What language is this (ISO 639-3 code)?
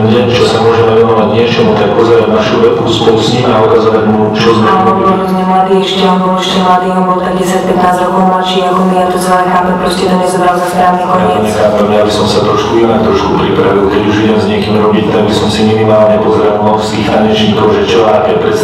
slk